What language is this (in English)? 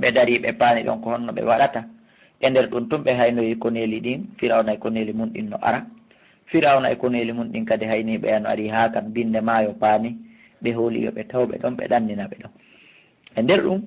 Fula